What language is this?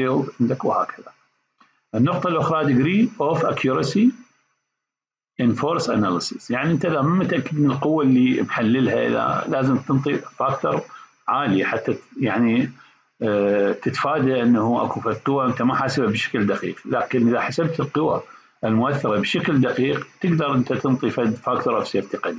Mesopotamian Arabic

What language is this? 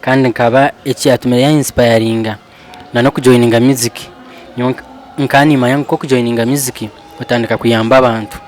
Nyankole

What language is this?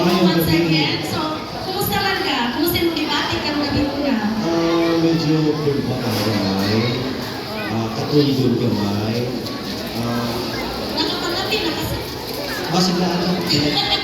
Cebuano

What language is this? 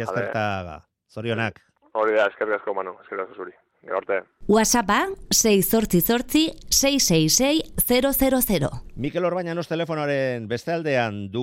Basque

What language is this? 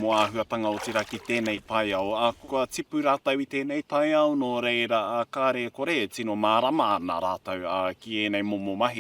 Māori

